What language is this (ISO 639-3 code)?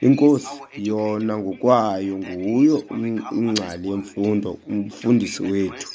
xho